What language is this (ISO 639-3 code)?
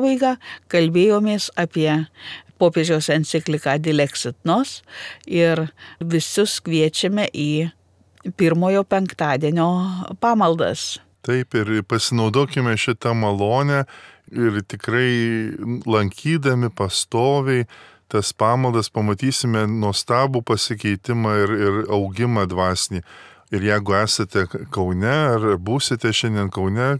lit